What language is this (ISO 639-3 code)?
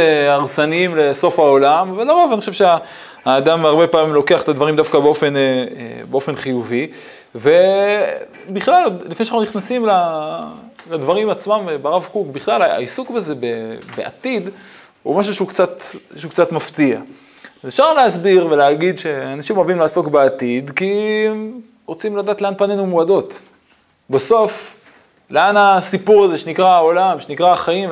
heb